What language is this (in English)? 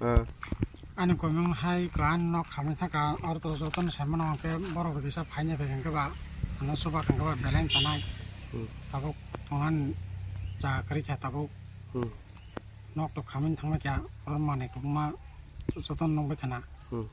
Kok Borok